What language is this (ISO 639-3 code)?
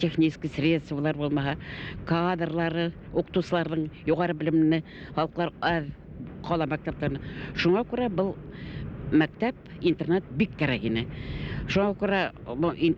bak